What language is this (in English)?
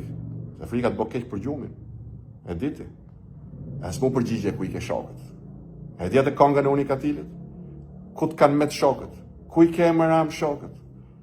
Albanian